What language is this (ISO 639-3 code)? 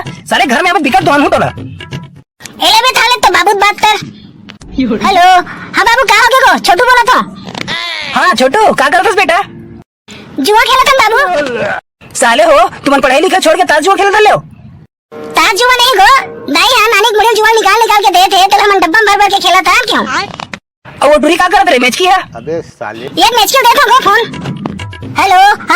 hne